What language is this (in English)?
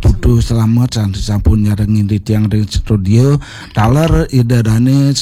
Balinese